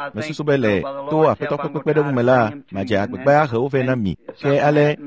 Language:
Ewe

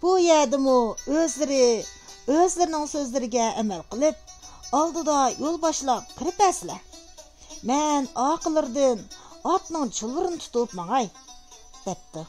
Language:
Uyghur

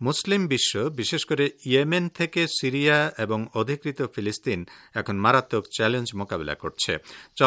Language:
Bangla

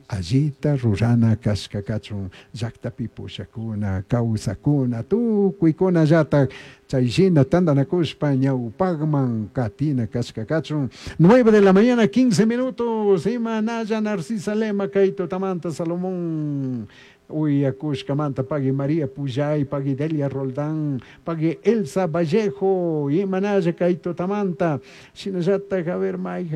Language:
Chimborazo Highland Quichua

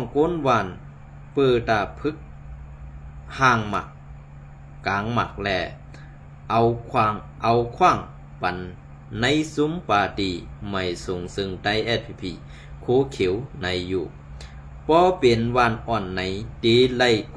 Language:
Shan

